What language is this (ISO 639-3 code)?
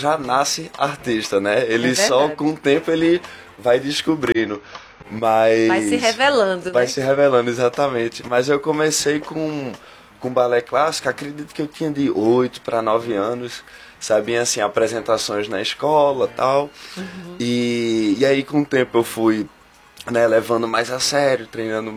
por